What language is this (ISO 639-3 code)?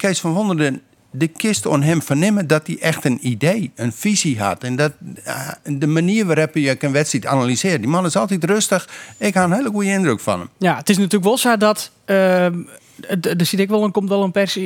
fry